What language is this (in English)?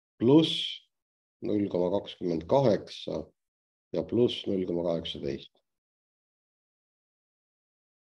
Estonian